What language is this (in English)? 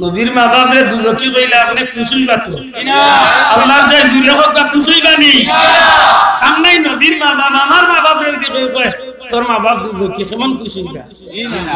Sylheti